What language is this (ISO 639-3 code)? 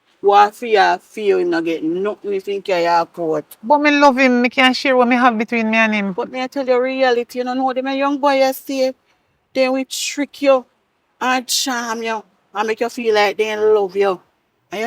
jam